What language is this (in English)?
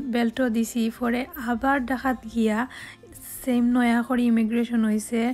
Sylheti